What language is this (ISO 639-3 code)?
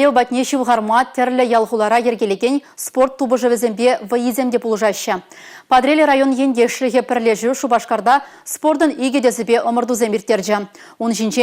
chv